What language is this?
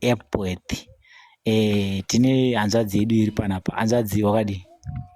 Shona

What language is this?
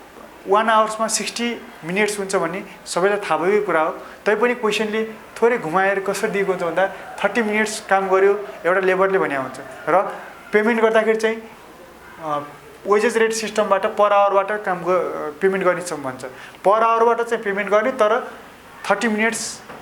Nepali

